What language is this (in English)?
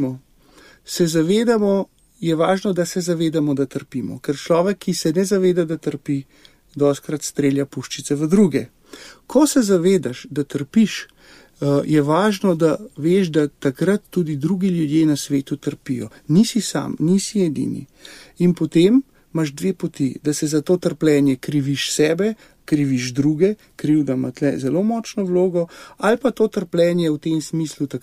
Slovenian